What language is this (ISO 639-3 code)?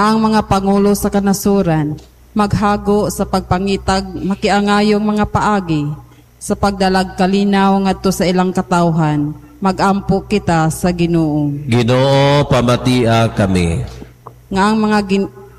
ceb